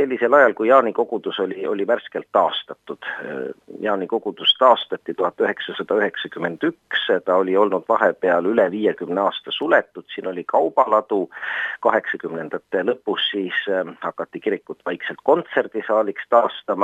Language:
Estonian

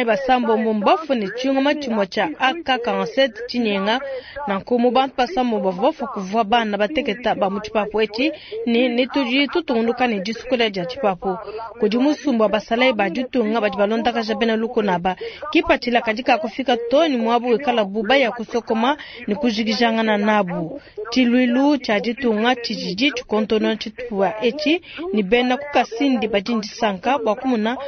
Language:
Luba-Lulua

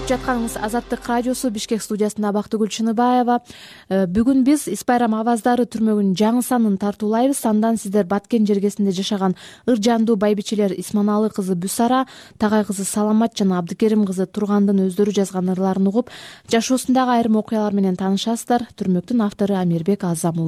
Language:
Kyrgyz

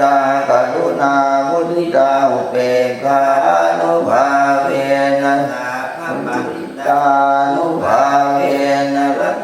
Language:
Pali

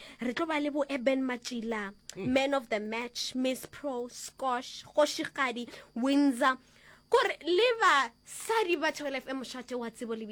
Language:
Northern Sotho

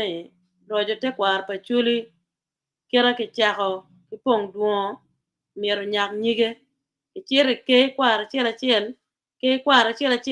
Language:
Acoli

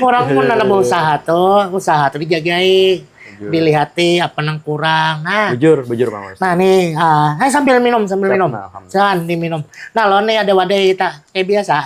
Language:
Banjar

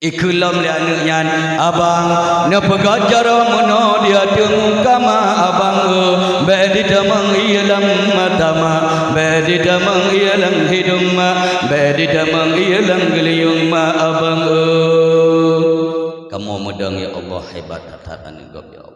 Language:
Achinese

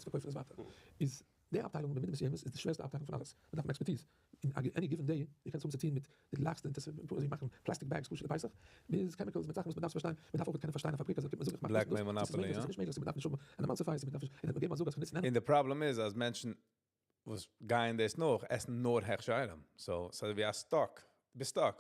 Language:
Yiddish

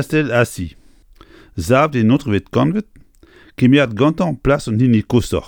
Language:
Breton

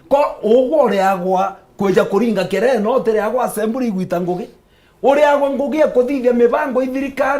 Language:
Meru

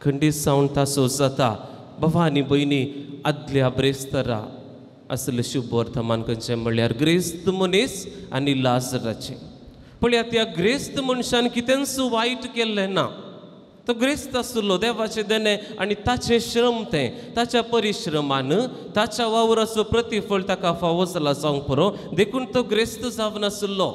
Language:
Konkani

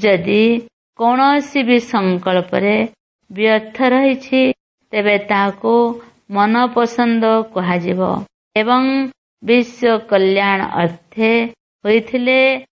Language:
Odia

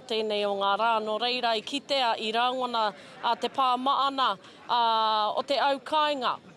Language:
Māori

